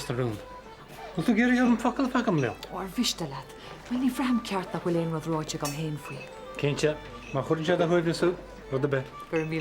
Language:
Irish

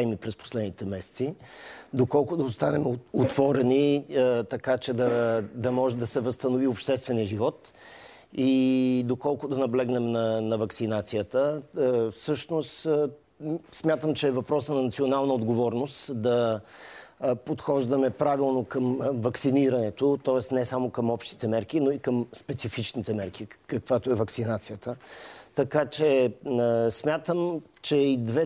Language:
Bulgarian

